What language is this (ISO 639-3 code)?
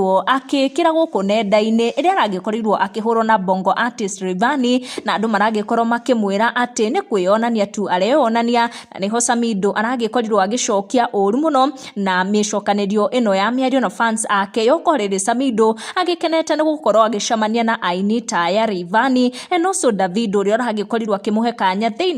kik